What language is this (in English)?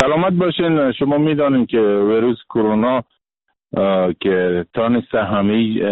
Persian